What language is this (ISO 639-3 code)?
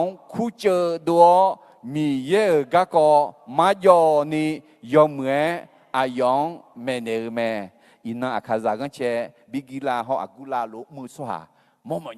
ahk